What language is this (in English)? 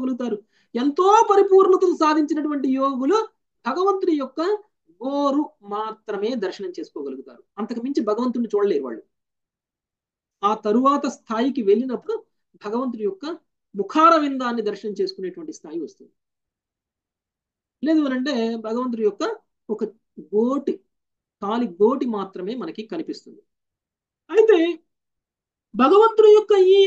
Telugu